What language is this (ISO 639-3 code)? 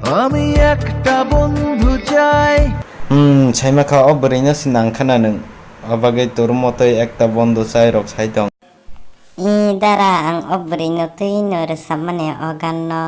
trp